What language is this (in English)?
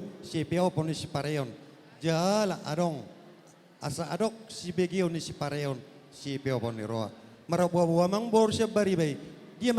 Batak Toba